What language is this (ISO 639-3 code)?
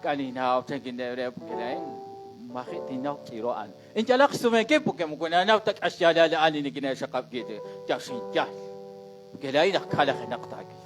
kek